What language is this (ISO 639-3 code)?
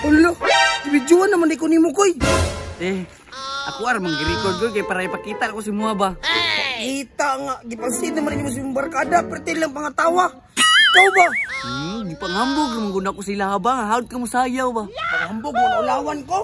ceb